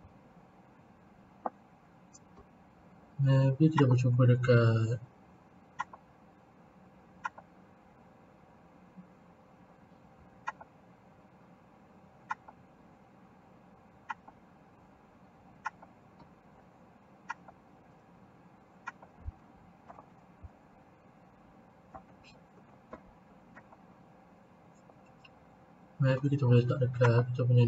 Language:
Malay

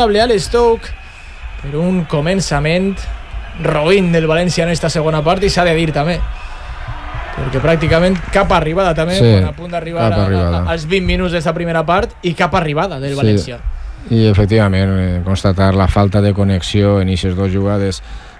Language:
Catalan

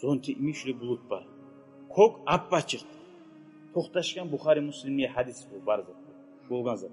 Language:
Kumyk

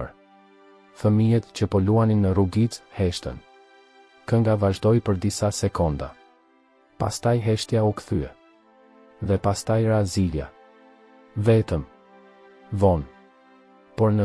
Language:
Albanian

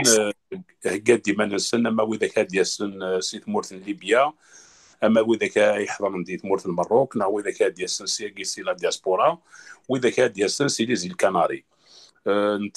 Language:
Kabyle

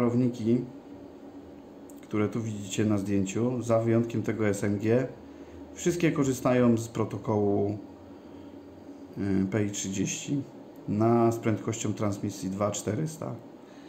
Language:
Polish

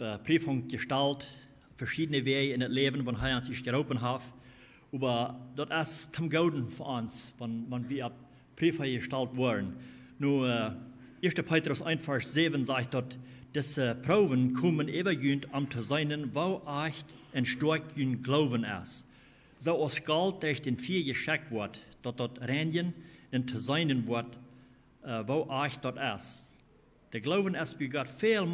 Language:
Plautdietsch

